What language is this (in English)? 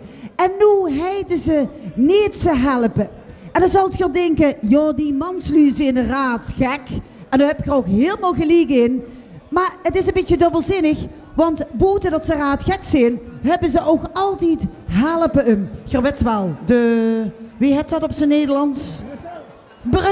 Limburgish